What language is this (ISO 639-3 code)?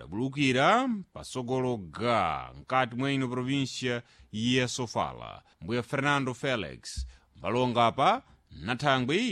seh